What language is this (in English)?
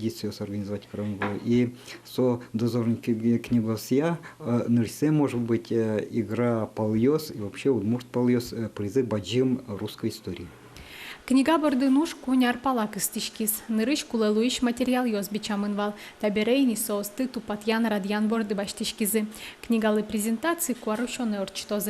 Udmurt